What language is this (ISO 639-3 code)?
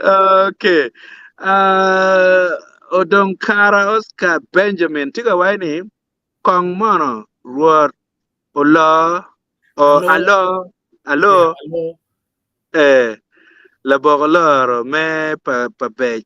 ach